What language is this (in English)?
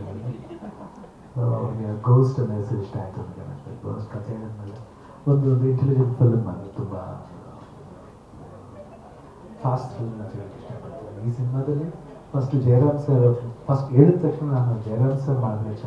Kannada